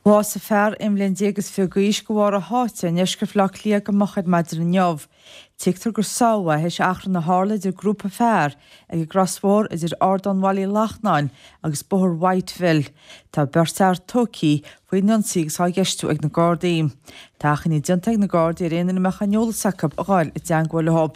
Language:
Irish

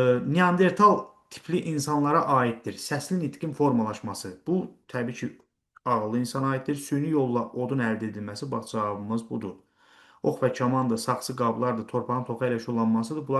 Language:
Azerbaijani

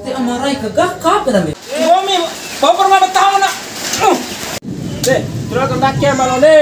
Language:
Bima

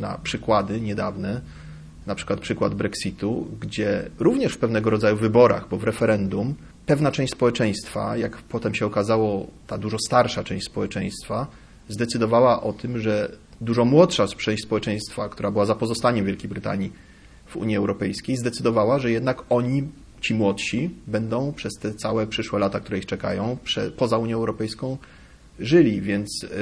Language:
Polish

